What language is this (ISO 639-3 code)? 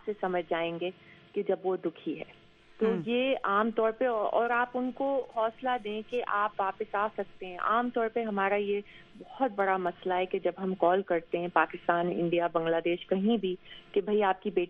urd